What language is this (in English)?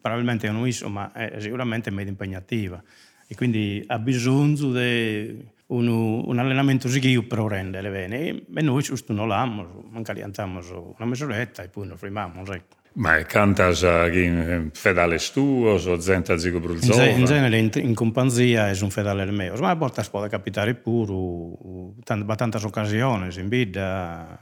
Sardinian